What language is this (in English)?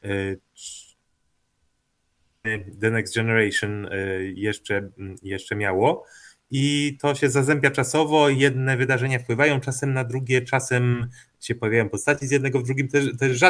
Polish